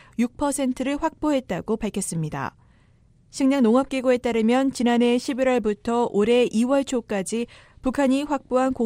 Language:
Korean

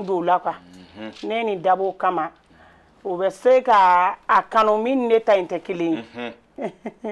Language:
Bambara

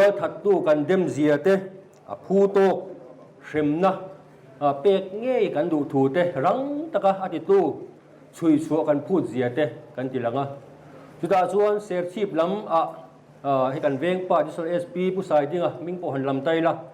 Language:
Mizo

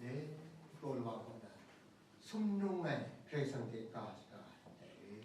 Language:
Kachin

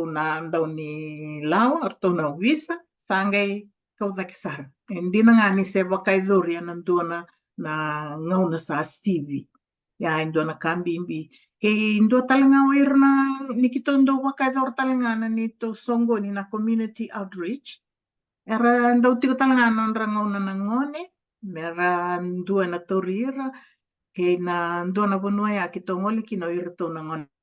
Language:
Fijian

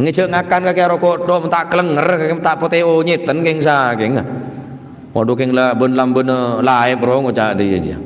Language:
Madurese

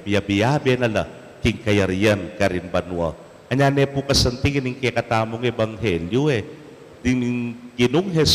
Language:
Pampanga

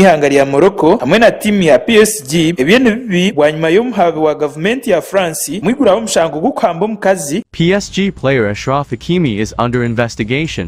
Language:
Nyankole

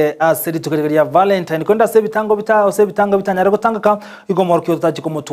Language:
Gusii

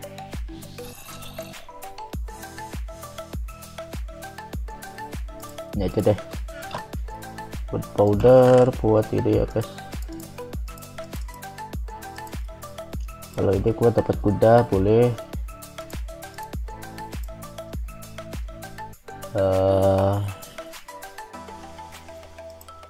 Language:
Indonesian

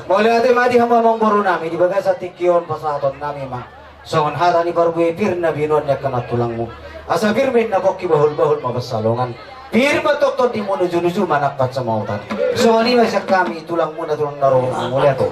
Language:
Batak Toba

